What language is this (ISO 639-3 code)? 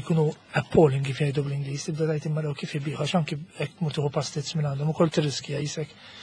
mlt